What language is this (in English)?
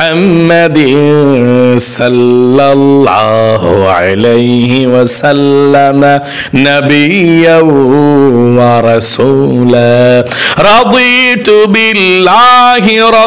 Bangla